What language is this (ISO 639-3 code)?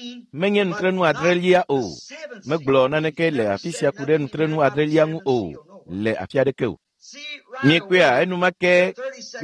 ewe